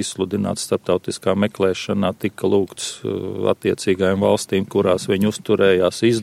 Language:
Latvian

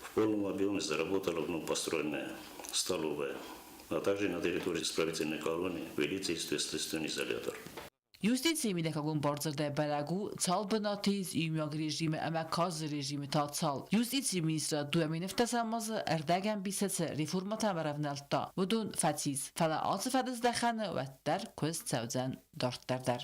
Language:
Ossetic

